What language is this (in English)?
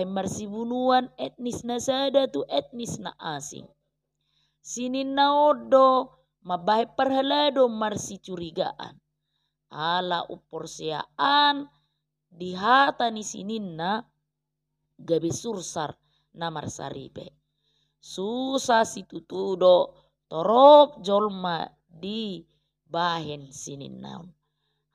Batak Toba